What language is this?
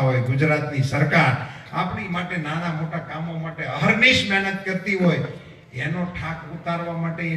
Gujarati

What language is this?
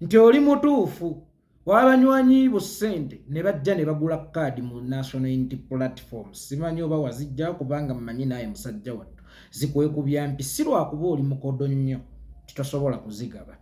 Ganda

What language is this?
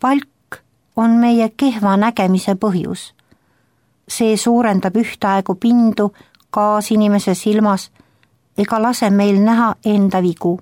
Estonian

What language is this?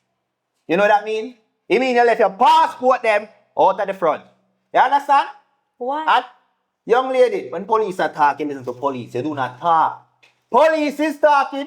Jamaican Creole English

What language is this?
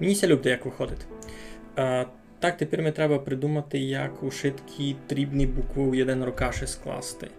Rusyn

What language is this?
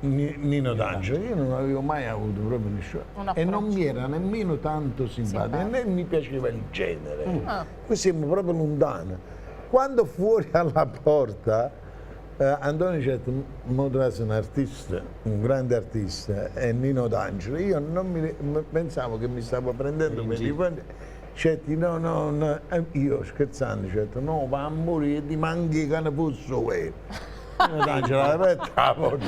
Neapolitan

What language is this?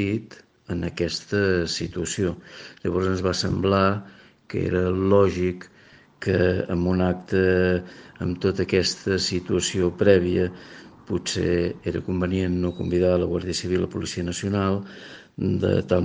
Catalan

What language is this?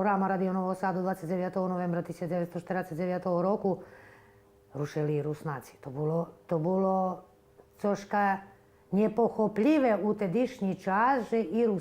Rusyn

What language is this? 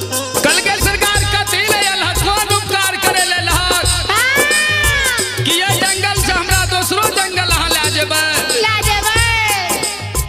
Maithili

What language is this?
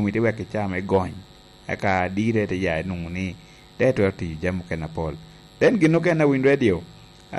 Lango (Uganda)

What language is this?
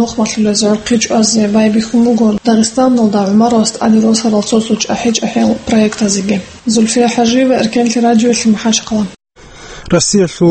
Avaric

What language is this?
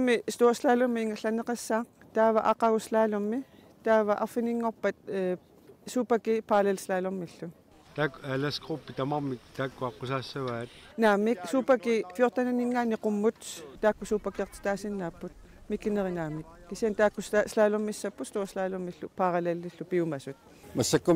Kalaallisut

